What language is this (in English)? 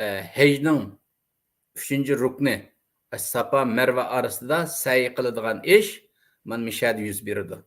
Uyghur